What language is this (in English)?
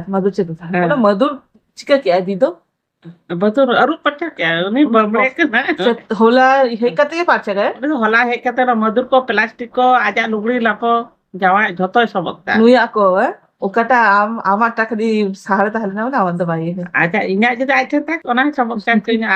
Santali